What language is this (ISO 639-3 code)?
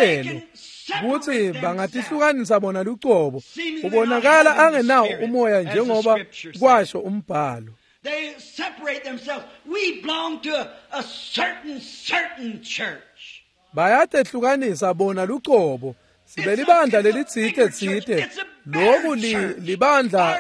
ssw